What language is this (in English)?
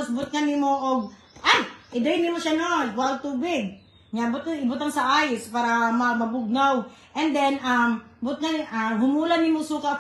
Cebuano